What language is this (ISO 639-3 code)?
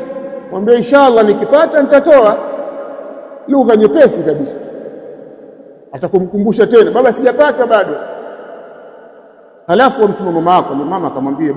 swa